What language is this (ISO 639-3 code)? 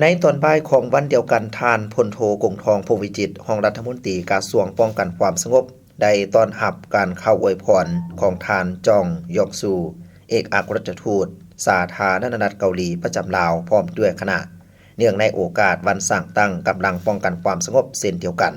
lao